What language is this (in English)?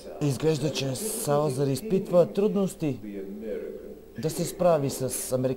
Bulgarian